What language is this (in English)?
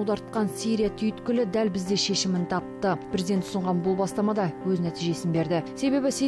Kazakh